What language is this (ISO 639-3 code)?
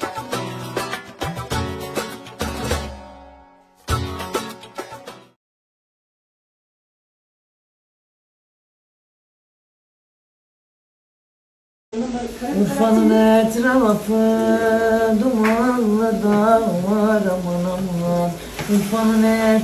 tur